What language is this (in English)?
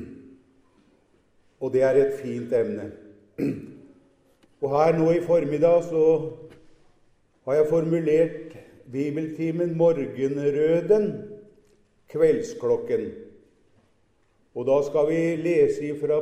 Norwegian